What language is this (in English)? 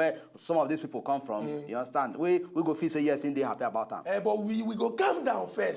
Nigerian Pidgin